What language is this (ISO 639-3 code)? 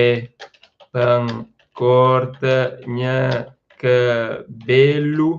kea